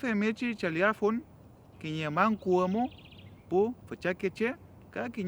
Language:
Mapuche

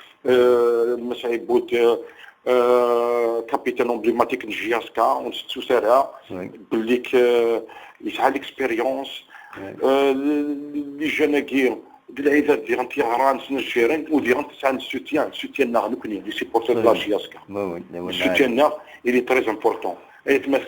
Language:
Kabyle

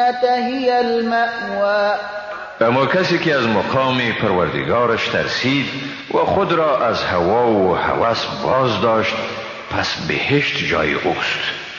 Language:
Persian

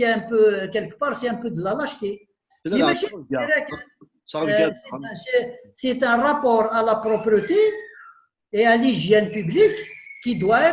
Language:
Kabyle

